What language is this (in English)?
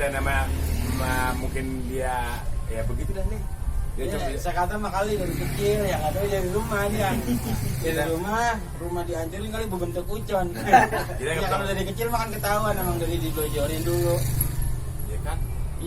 Betawi